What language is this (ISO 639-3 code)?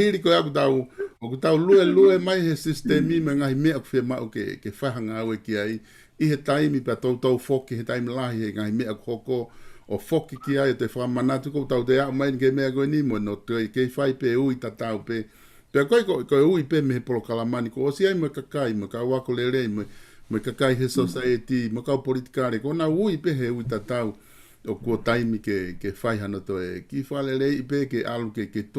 ton